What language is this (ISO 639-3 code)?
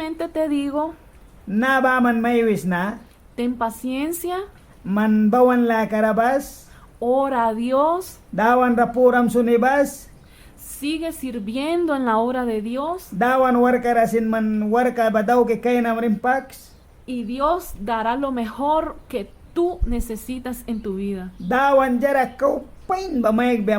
miq